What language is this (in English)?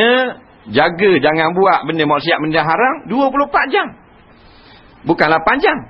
Malay